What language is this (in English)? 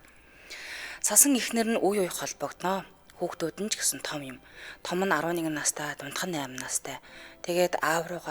Mongolian